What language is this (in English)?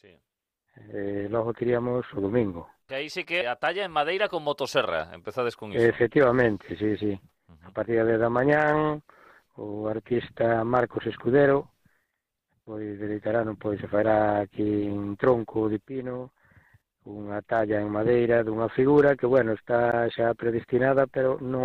Galician